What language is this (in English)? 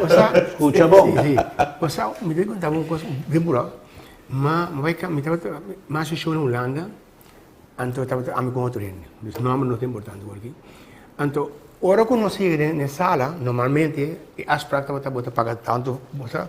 Papiamento